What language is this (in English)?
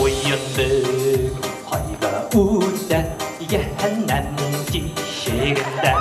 Bashkir